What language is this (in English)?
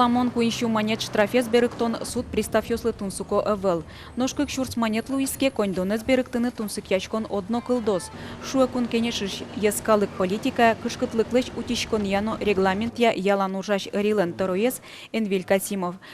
Udmurt